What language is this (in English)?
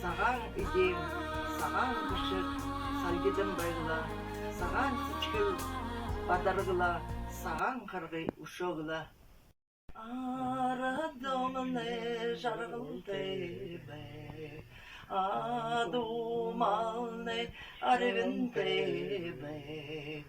Buriat